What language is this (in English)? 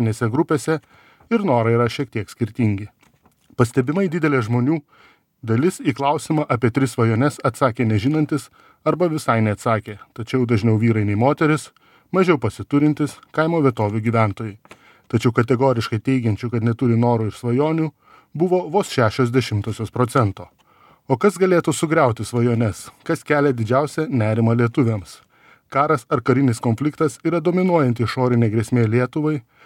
Lithuanian